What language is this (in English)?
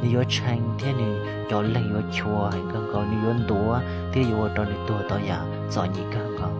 Hmong